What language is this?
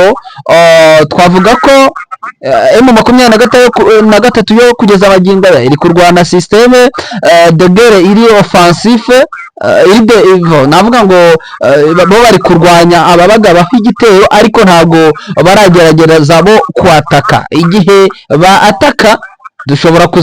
Kinyarwanda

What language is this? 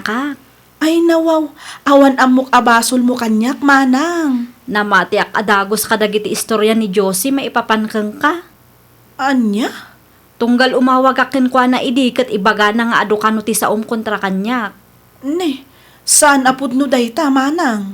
Iloko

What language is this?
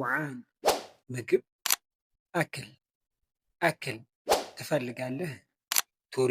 Amharic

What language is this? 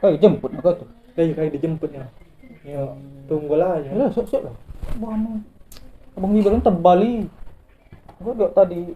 Musi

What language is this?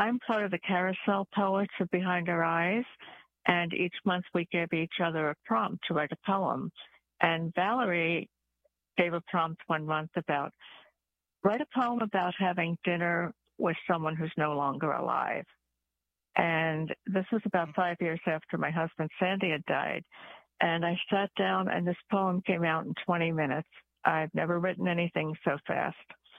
English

